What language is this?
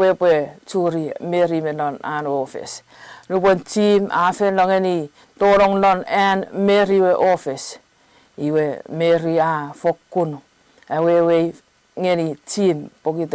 Chuukese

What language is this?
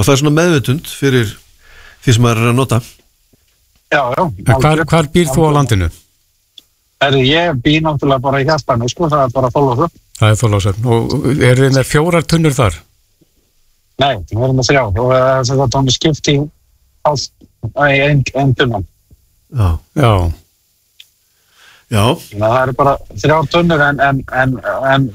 Icelandic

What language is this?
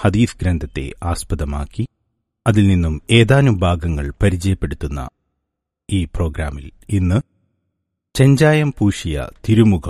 Malayalam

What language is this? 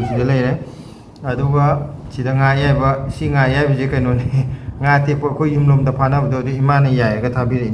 Manipuri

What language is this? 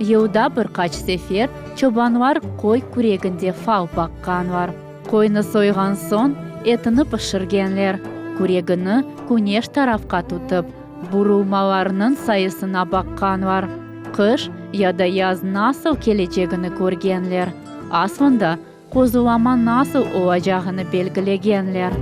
Crimean Tatar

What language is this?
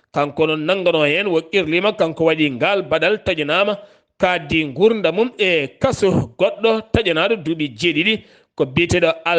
Fula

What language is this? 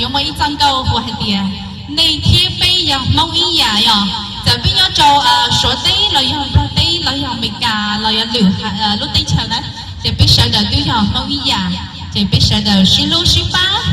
Hmong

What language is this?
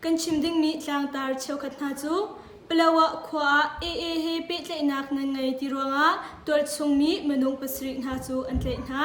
Hakha Chin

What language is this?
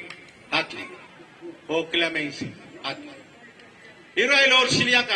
Pohnpeian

